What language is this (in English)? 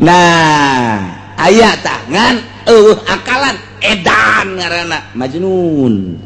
Sundanese